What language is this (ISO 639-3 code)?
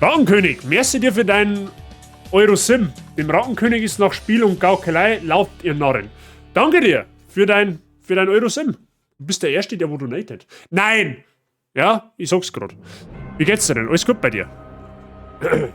bar